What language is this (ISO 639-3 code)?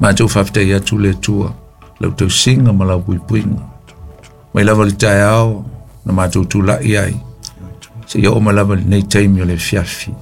smo